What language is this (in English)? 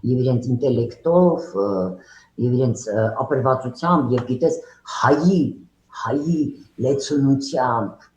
Western Armenian